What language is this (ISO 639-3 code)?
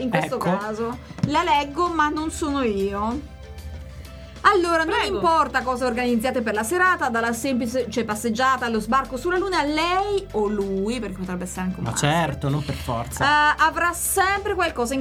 ita